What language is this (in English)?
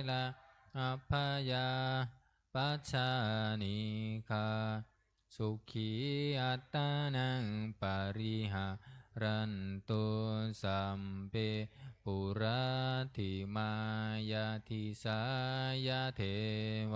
Pali